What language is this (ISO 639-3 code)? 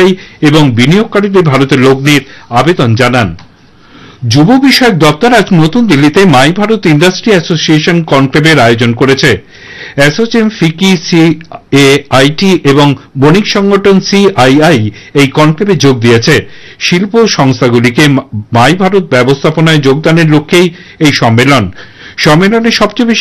ben